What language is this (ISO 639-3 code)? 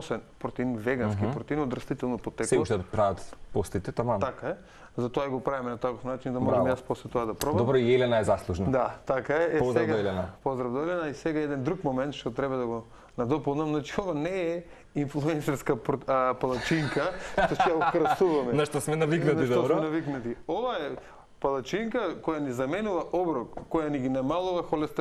mkd